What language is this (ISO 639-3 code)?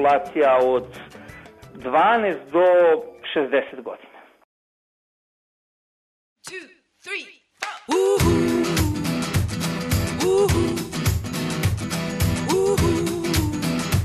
srp